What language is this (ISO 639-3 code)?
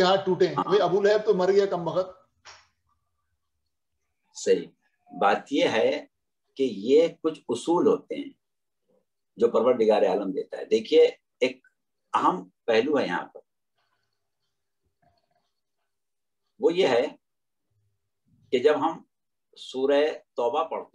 urd